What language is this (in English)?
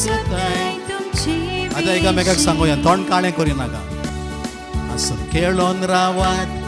Konkani